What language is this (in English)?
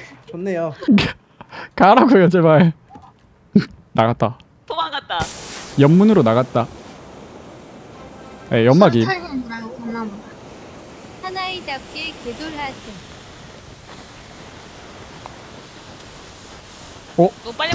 Korean